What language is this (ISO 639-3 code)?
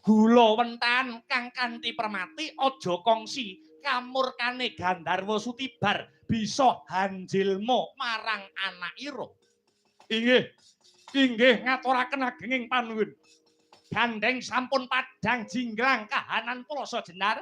jav